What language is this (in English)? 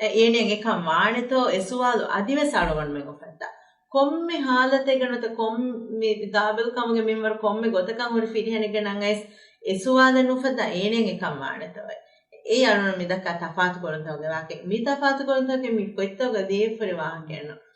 Divehi